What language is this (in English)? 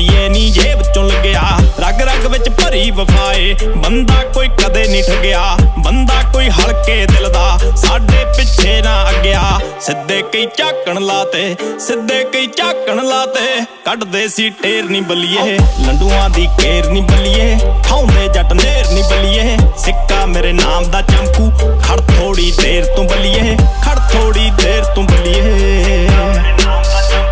Punjabi